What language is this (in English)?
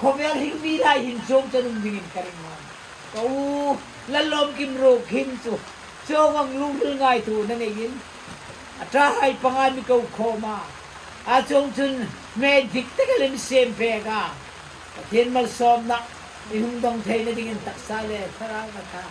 Hmar